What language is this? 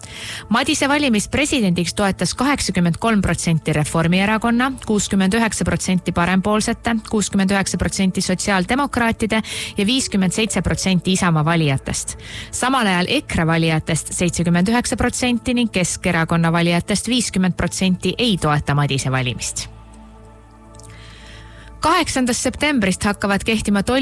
Estonian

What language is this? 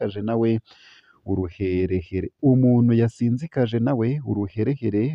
Rundi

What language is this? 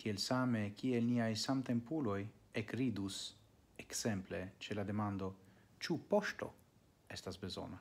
Esperanto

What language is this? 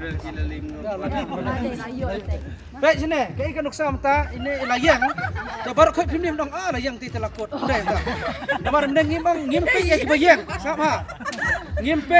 Khasi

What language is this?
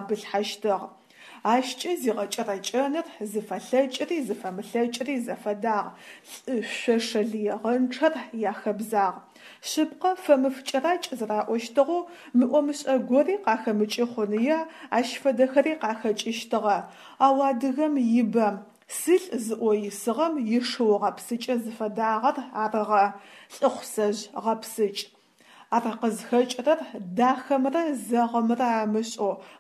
Adyghe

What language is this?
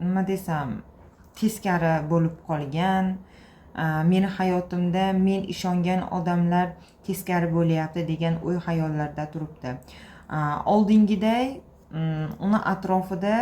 Uzbek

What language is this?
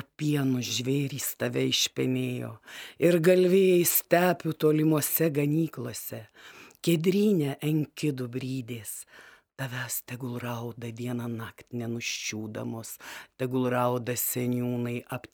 Lithuanian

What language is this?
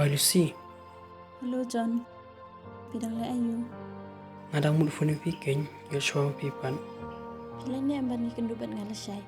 Khasi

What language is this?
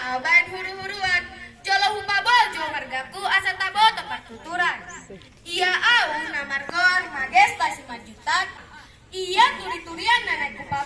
Batak Toba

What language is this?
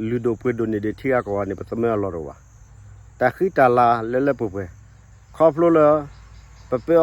S'gaw Karen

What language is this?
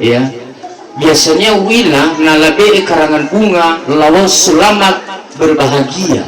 Nias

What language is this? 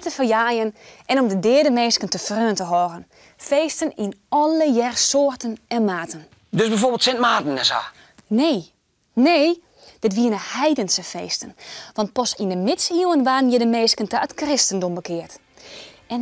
Western Frisian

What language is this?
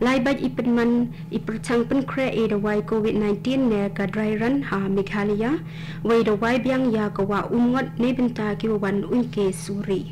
Khasi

